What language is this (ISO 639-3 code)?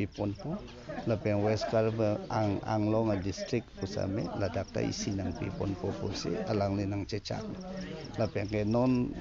mjw